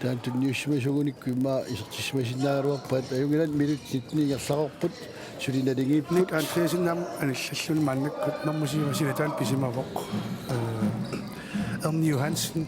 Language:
Kalaallisut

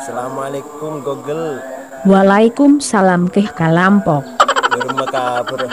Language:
Madurese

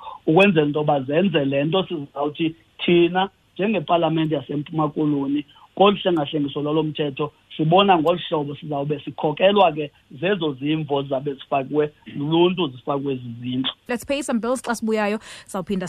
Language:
Xhosa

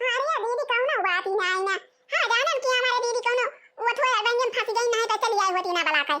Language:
Awadhi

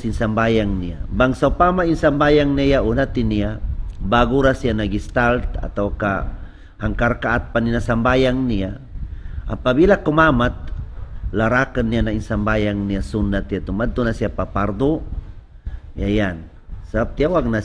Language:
Tausug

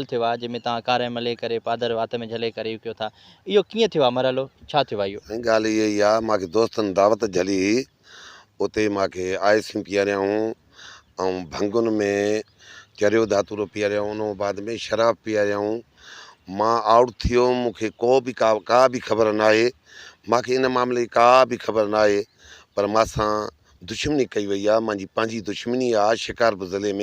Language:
Sindhi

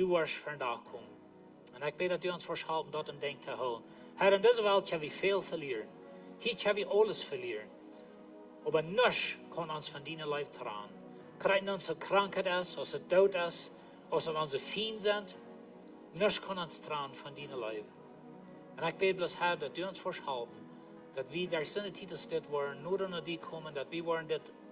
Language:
Plautdietsch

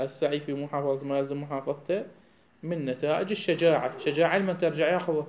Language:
Mesopotamian Arabic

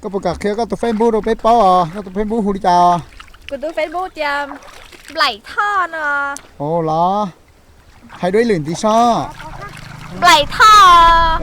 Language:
Hmong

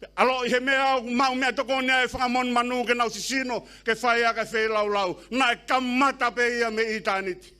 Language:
Tongan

